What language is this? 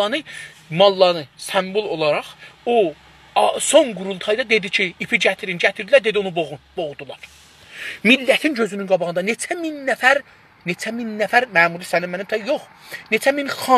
South Azerbaijani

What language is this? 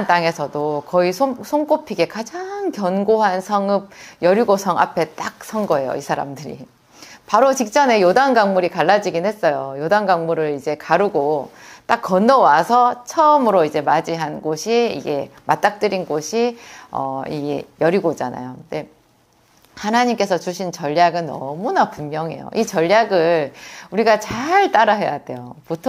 Korean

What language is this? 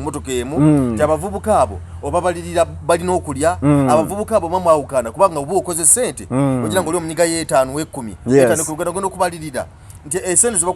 Ganda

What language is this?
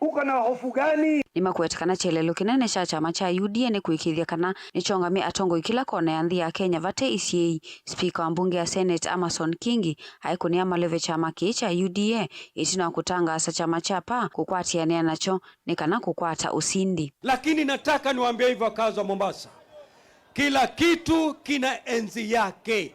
Kamba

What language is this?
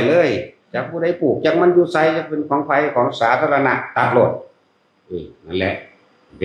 Northeastern Thai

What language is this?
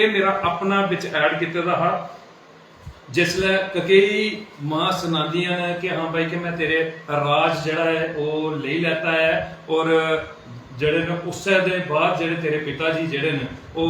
Dogri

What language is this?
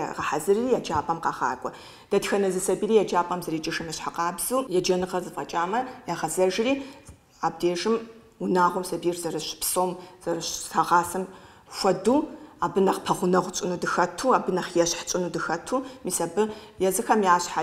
Kabardian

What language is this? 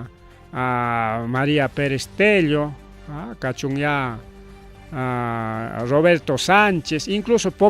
Ayacucho Quechua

